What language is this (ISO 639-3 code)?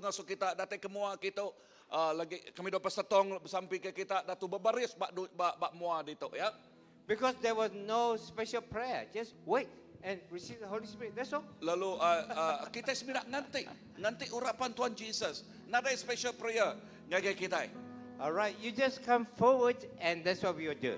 iba